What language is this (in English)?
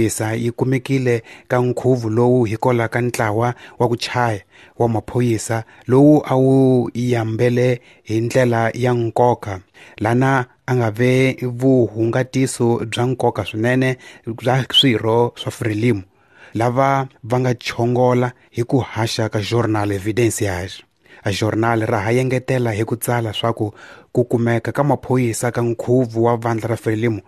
Tsonga